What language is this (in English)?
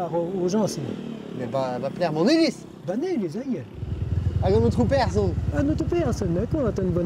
Breton